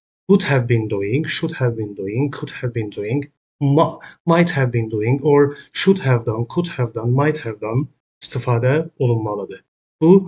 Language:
Azerbaijani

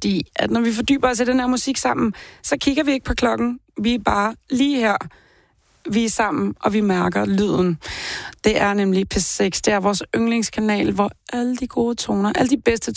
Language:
Danish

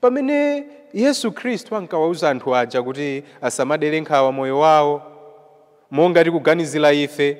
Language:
Nyanja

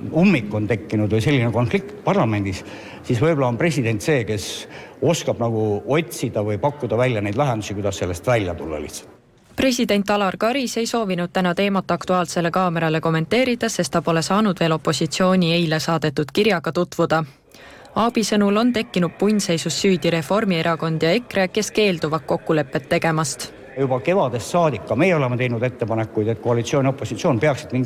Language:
Estonian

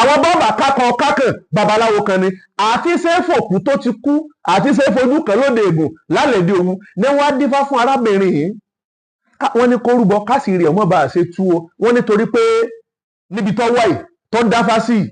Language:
Yoruba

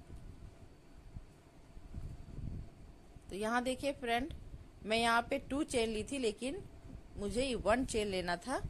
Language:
Hindi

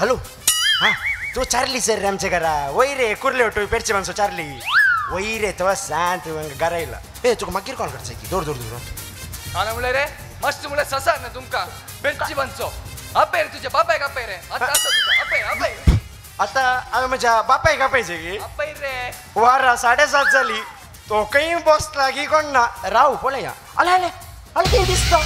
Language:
Konkani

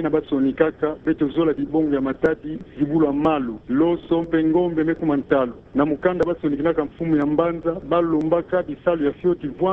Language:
Kituba (Democratic Republic of Congo)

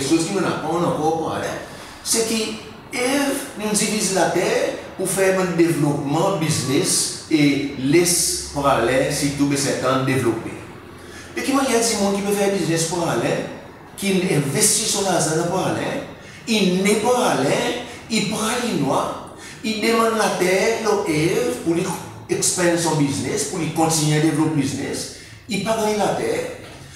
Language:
Seselwa Creole French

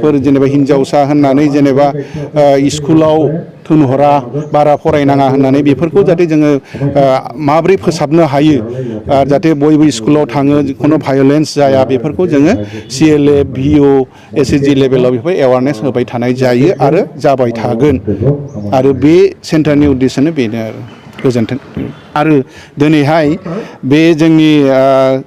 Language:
Bodo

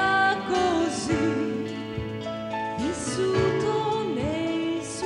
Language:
Italian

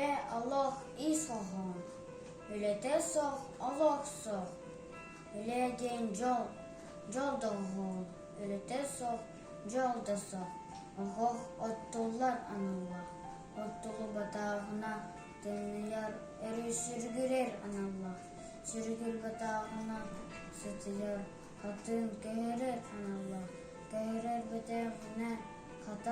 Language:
Yakut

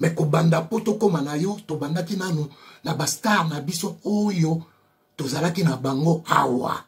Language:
Lingala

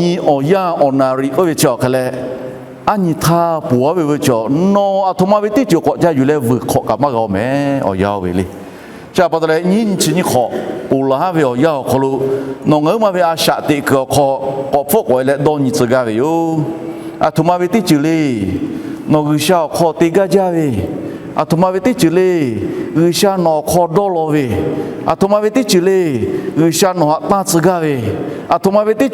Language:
Lahu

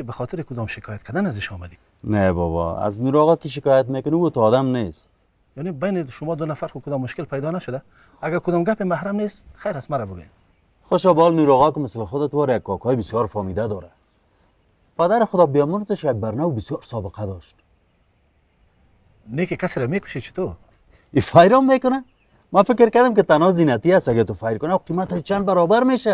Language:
Persian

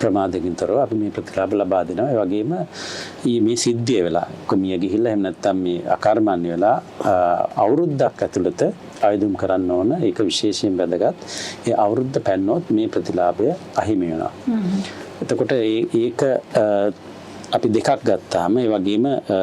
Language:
Sinhala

